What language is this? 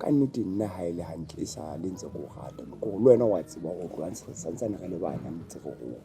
Southern Sotho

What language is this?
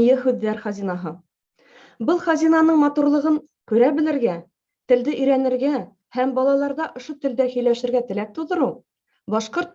Bashkir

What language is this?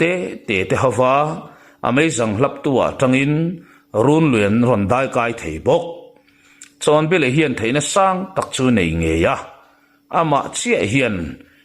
Mizo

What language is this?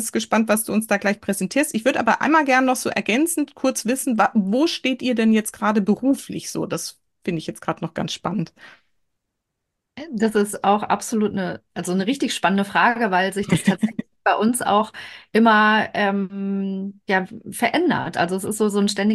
German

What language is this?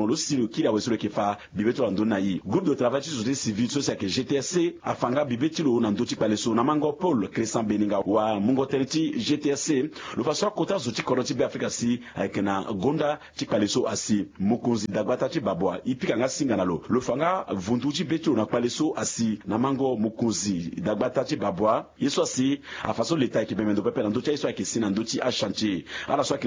Sango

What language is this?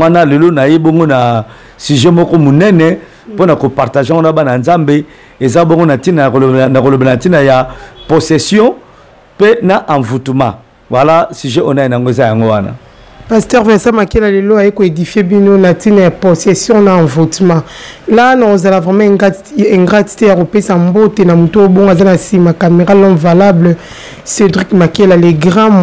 Lingala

